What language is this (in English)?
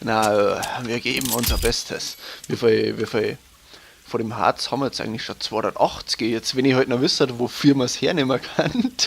Bavarian